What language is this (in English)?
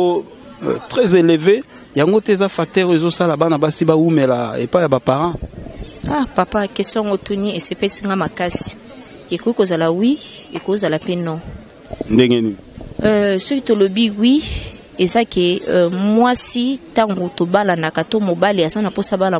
Lingala